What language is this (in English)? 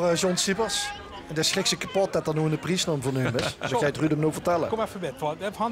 Limburgish